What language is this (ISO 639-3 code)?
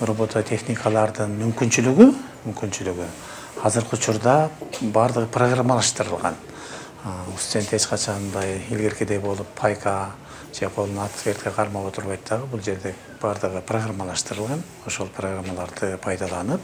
kir